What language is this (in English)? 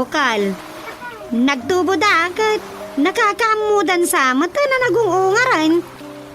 Iloko